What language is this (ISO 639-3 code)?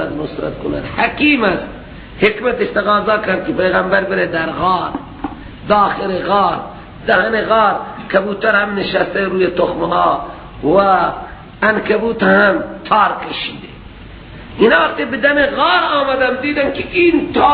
fas